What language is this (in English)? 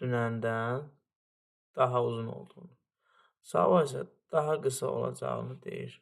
Azerbaijani